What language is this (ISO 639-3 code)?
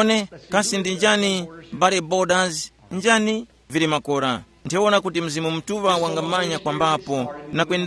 tum